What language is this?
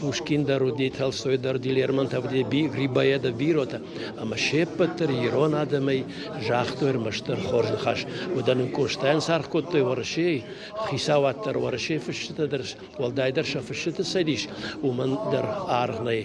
Ossetic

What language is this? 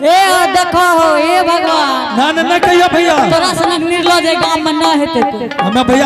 Angika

